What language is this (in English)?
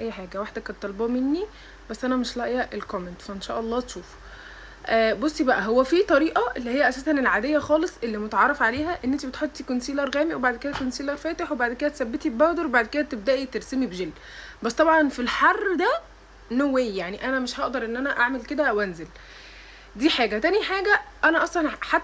Egyptian Arabic